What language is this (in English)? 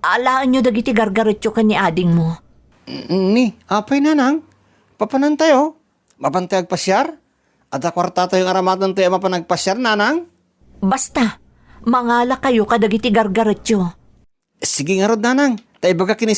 Iloko